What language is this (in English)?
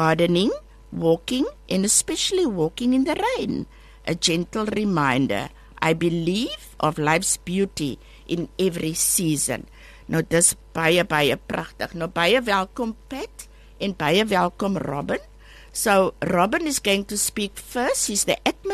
Afrikaans